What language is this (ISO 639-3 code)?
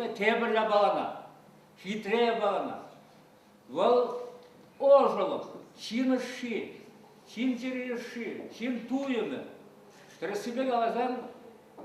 chv